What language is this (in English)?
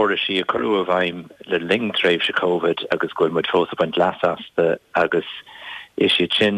Irish